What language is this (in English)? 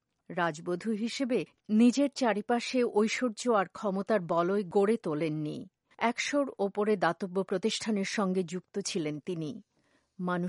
Bangla